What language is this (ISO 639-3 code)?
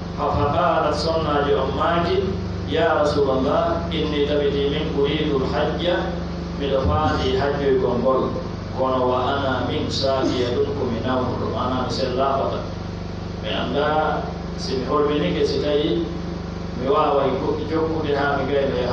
fuf